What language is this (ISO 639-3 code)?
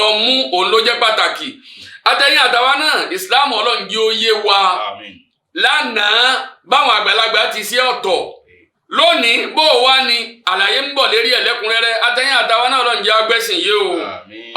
yor